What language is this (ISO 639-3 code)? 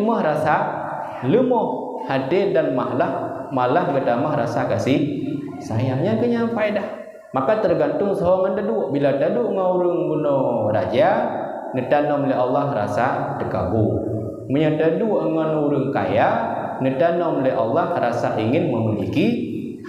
ace